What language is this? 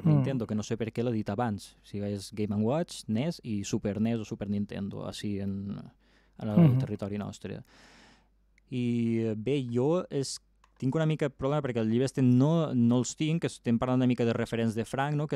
Catalan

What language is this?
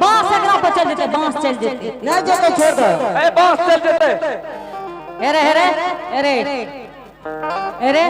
Angika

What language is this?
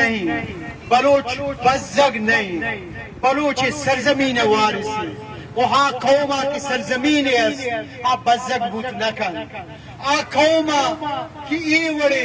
Eastern Balochi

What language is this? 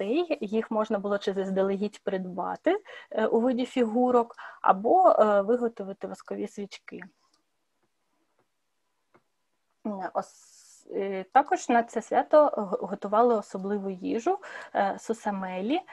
Ukrainian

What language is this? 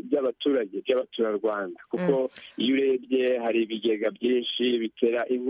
Kinyarwanda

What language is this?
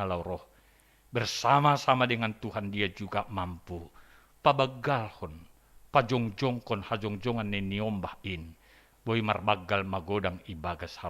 Batak Simalungun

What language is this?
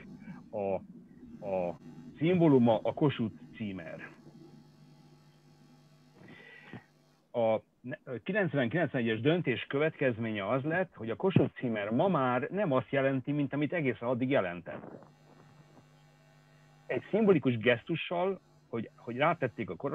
Hungarian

